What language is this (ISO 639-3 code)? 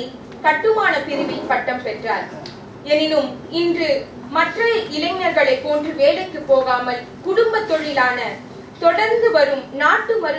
tam